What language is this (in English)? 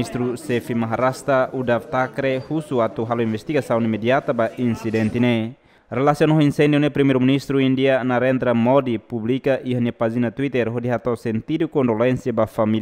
Tetum